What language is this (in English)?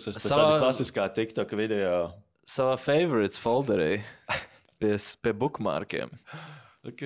Latvian